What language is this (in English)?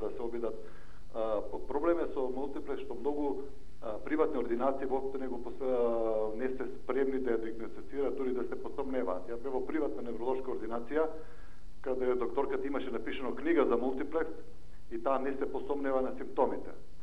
Macedonian